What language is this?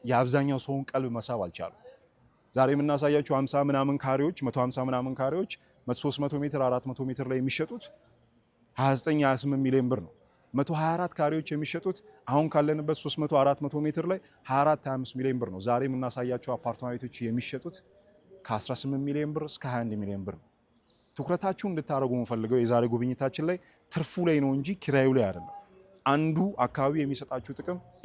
Amharic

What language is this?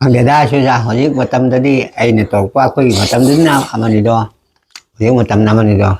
Manipuri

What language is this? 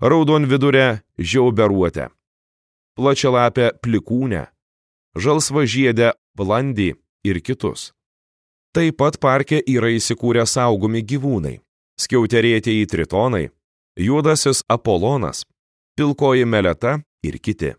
Lithuanian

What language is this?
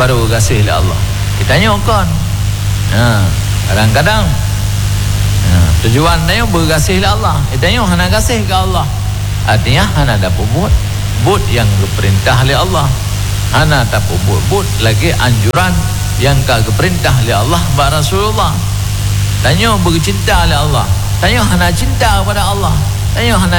Malay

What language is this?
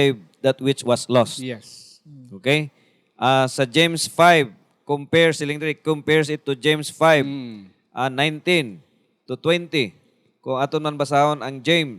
Hiligaynon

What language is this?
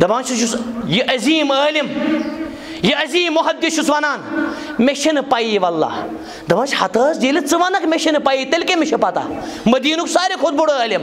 Kashmiri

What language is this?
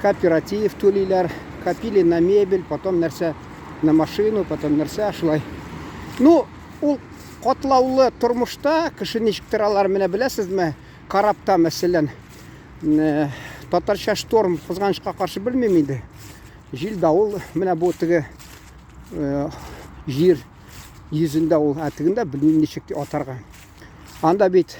Tatar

